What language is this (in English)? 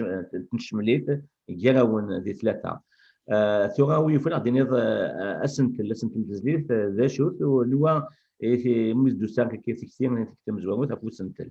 Kabyle